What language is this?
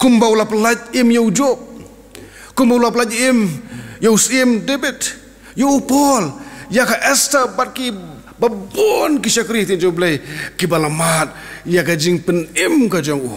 Khasi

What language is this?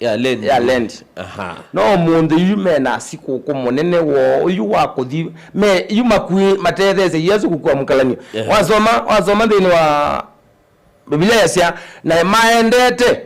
Kamba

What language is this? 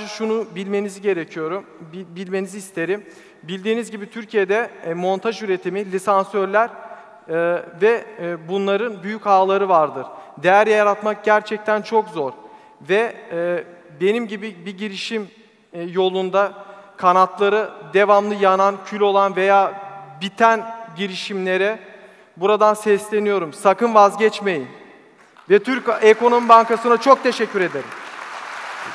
Turkish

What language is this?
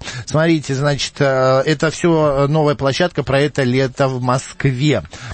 Russian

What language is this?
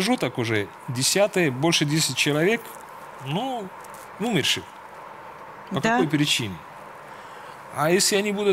Russian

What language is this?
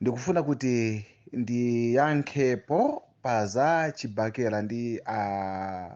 Nyanja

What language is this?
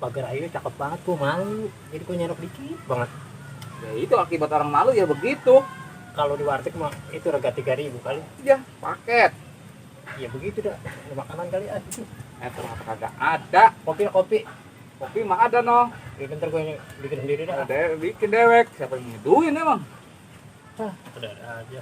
Betawi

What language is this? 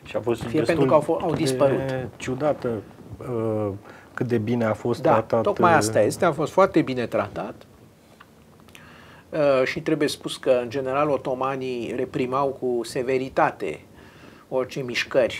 Romanian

